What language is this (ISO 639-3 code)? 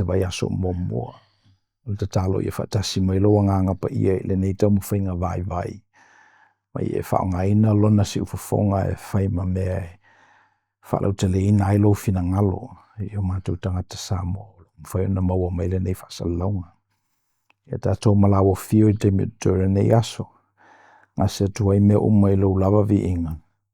smo